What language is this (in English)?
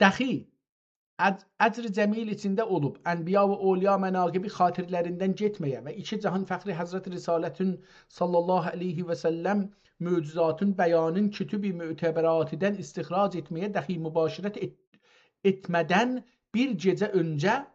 South Azerbaijani